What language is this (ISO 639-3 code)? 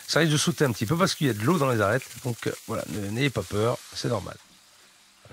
fra